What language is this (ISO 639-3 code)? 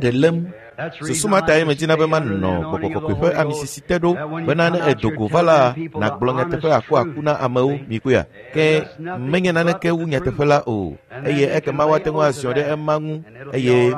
ewe